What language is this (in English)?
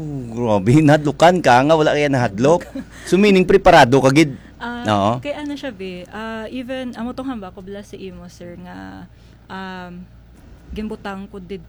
Hiligaynon